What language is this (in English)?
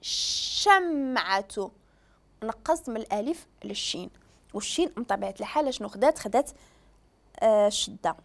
Moroccan Arabic